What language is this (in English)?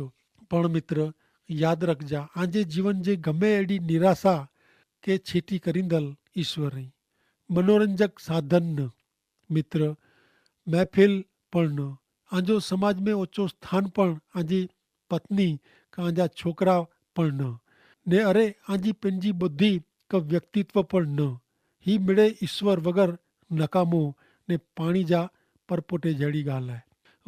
Kachhi